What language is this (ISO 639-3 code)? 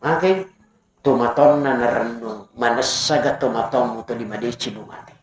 bug